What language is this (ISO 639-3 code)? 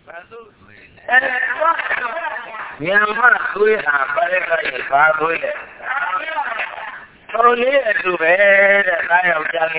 mya